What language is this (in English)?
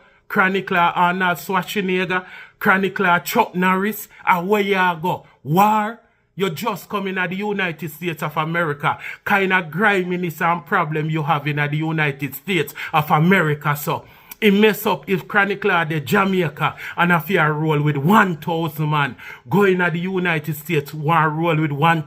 Jamaican Creole English